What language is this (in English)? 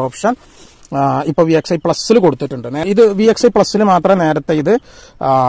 Malayalam